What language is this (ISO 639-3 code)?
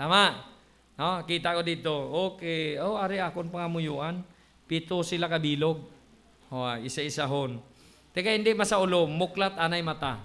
hil